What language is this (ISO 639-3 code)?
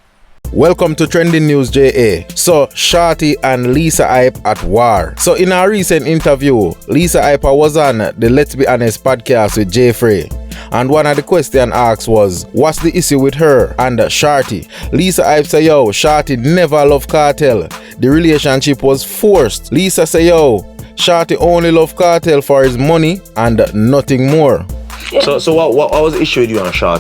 jam